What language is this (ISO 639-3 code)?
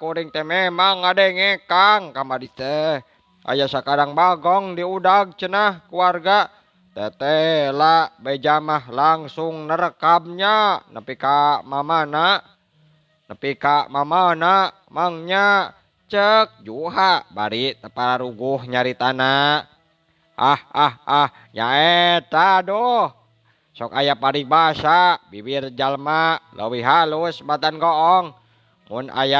sun